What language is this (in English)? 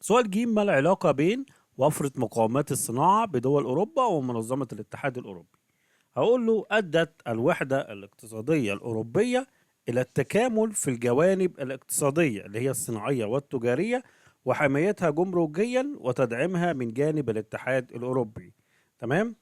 Egyptian Arabic